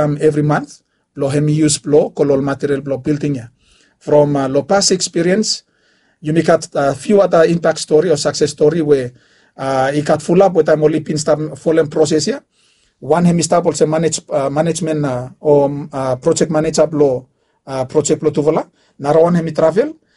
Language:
Bislama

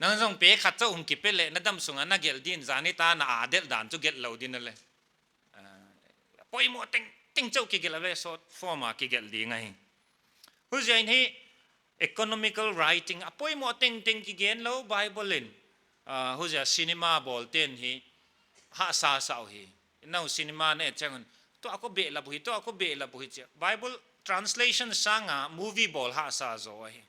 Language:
Paite Chin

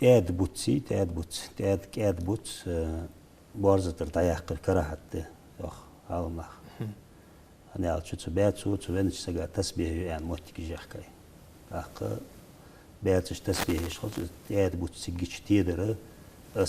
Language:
Ingush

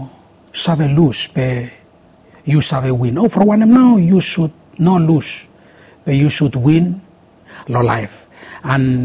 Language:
Bislama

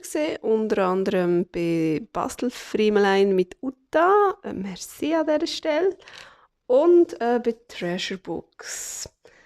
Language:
Swiss German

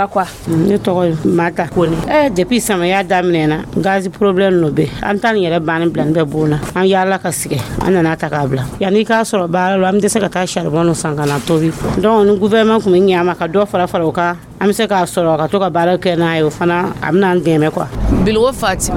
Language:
Dyula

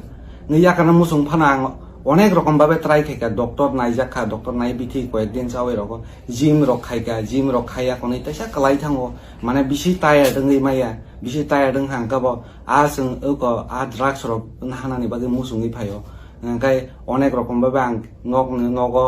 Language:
Kok Borok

